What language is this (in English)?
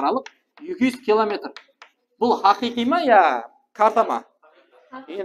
Kara-Kalpak